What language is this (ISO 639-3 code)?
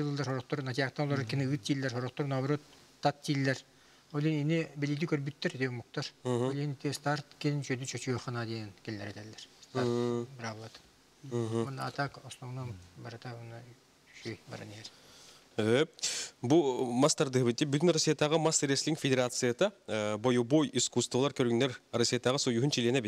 sah